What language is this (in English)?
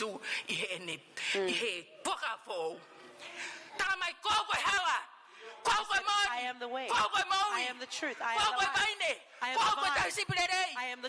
Tongan